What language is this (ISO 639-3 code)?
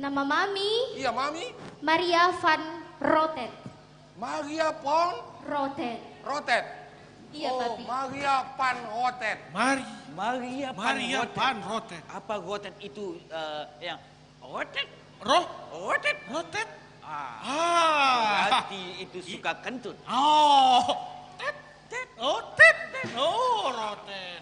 bjn